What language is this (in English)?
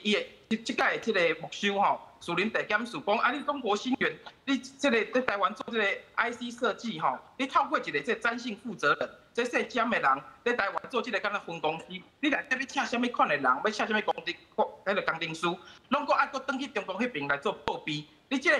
Min Nan Chinese